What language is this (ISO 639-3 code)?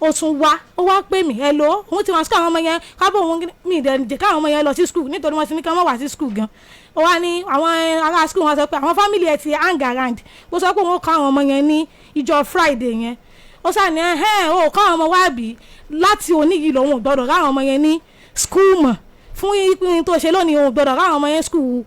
yor